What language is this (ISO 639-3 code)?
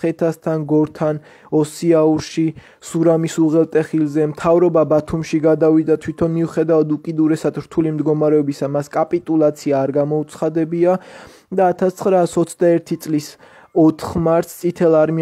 kat